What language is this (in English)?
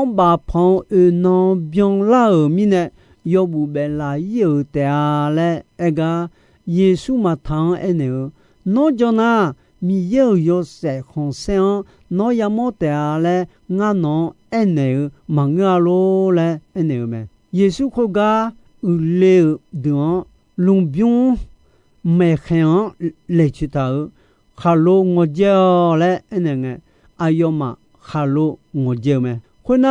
Akha